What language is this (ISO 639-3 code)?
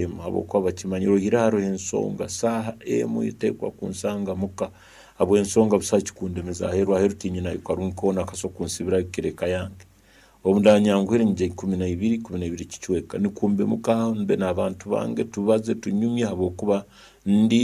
nyn